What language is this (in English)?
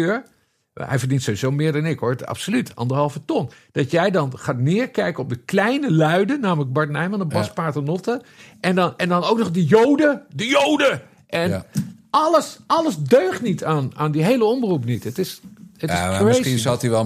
Dutch